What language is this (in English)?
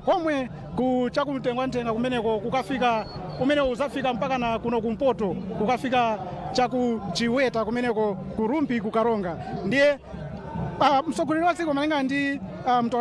Nyanja